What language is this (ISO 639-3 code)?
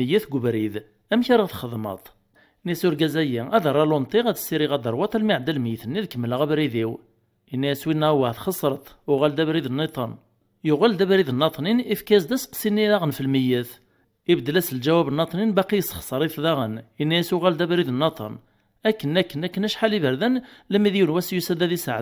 kab